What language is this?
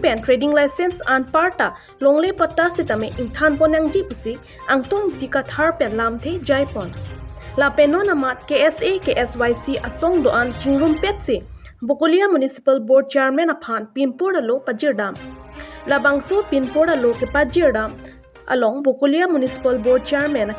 Karbi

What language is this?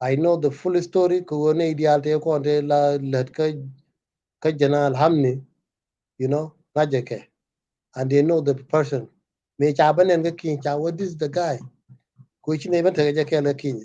Nuer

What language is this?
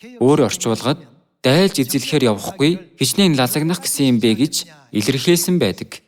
Mongolian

